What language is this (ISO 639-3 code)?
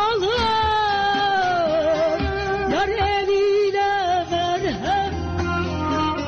tur